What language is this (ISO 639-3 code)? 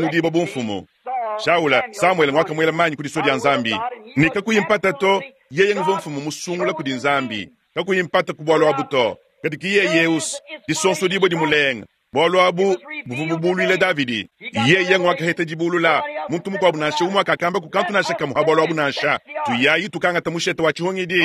lua